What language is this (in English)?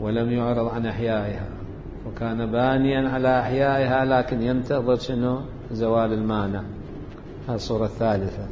Mesopotamian Arabic